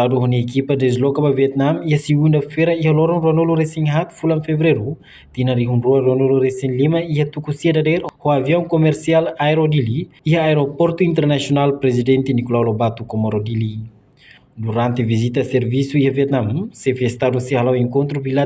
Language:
Tetum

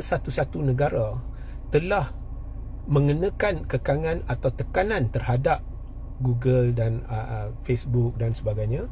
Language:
Malay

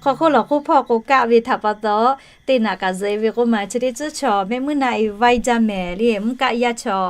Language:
Lahu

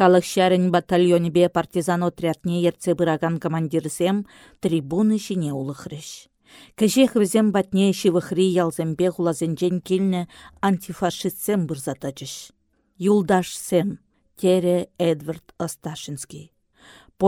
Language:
Chuvash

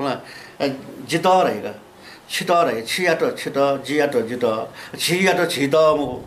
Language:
Newari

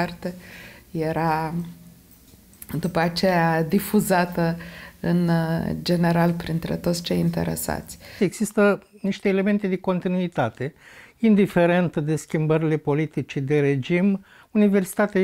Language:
Romanian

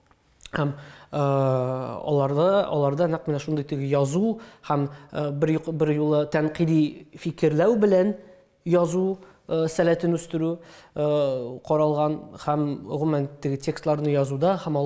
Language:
Tatar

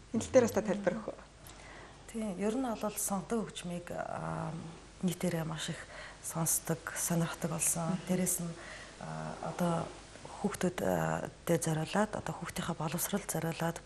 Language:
Mongolian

